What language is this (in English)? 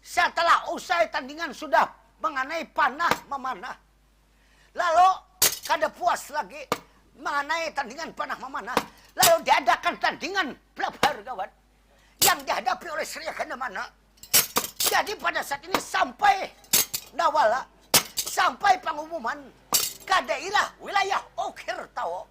Banjar